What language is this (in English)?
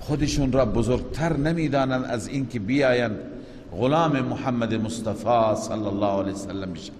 Persian